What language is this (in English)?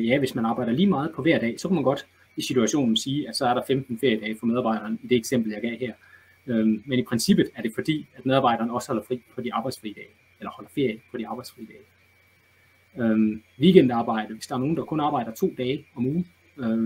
Danish